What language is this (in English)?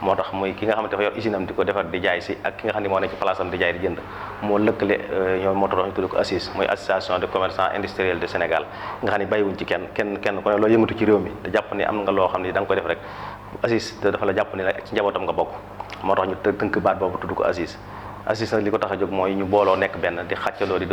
Wolof